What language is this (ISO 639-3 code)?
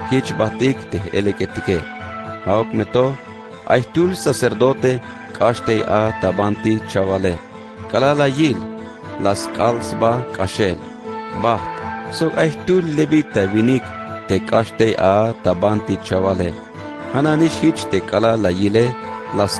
tzh